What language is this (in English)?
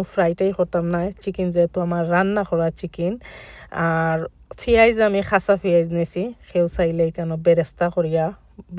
Sylheti